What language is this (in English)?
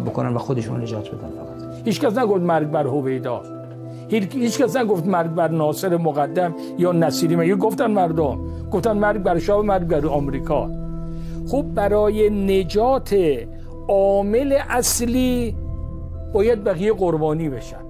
Persian